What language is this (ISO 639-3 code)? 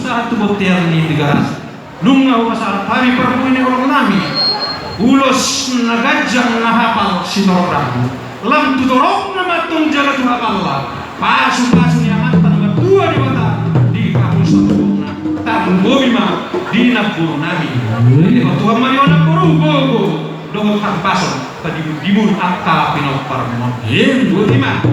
bbc